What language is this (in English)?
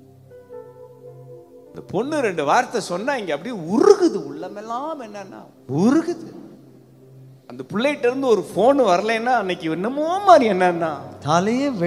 Tamil